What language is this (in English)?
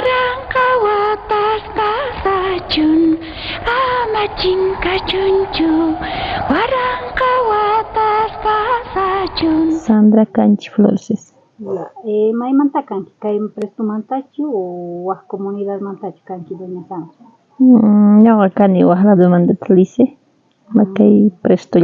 South Bolivian Quechua